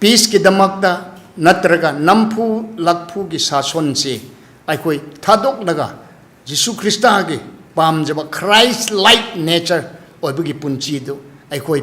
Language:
Manipuri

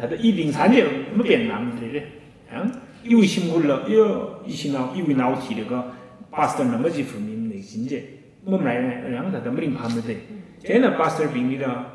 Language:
Tangkhul Naga (India)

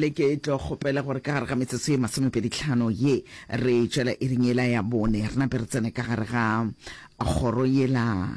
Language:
Northern Sotho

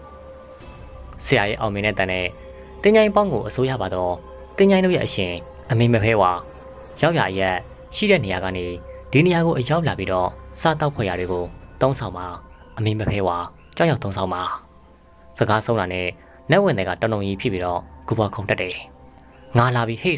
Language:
Burmese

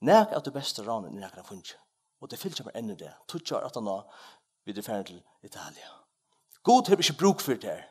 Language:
Faroese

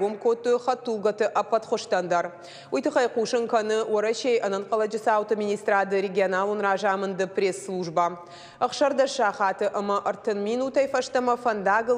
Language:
Ossetic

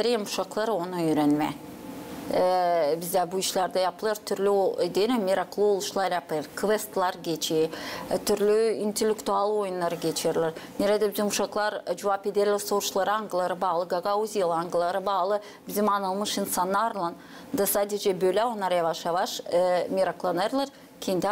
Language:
Gagauz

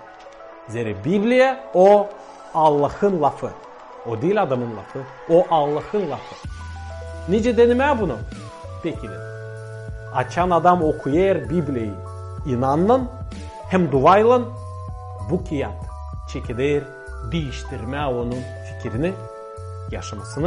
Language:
Gagauz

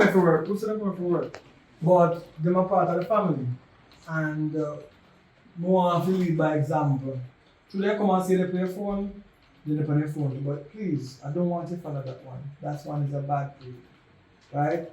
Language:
Jamaican Creole English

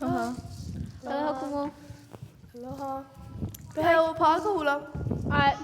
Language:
Hawaiian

